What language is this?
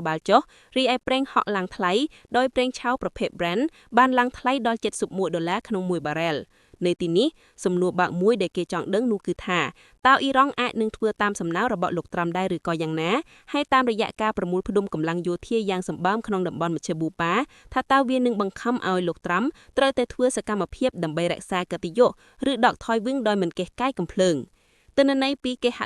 Khmer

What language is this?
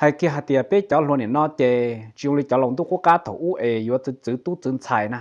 Hmong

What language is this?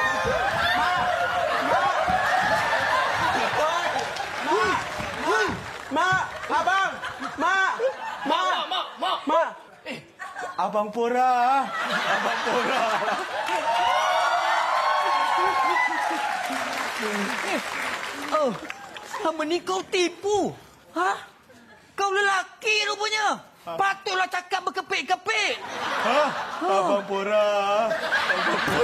Malay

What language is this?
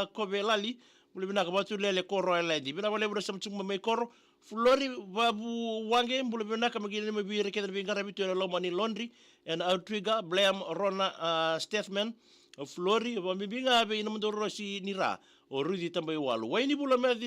Fijian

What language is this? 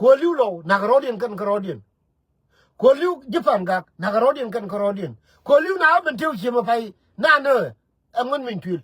Nuer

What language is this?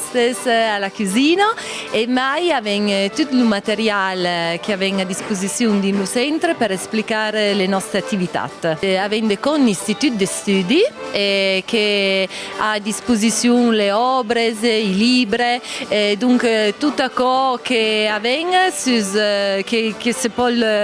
Occitan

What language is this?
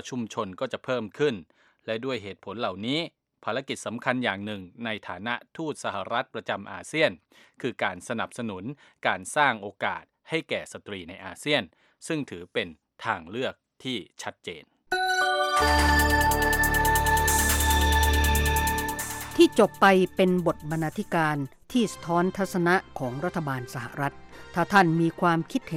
Thai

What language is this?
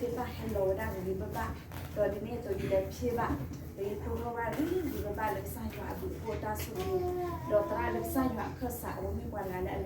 S'gaw Karen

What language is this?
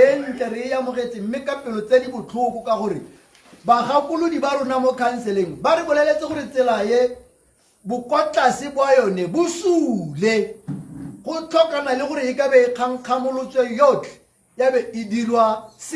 Tswana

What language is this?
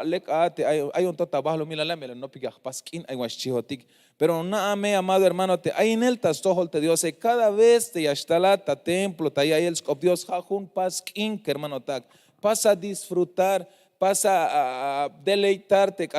Tzeltal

